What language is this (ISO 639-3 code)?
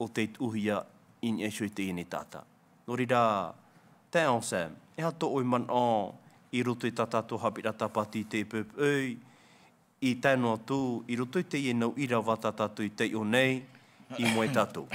tah